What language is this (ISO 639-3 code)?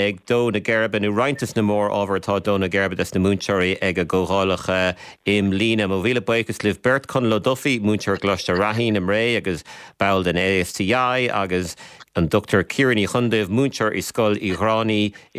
gle